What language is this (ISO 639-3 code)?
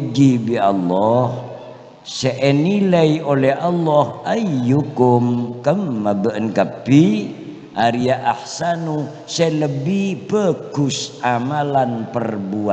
mad